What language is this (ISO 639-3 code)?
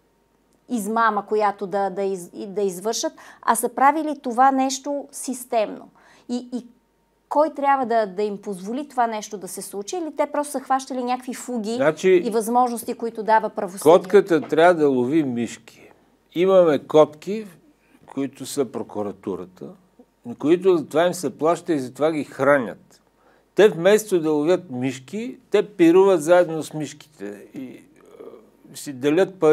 bul